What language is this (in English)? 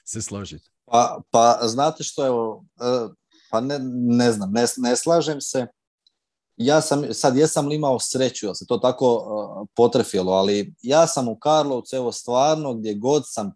Croatian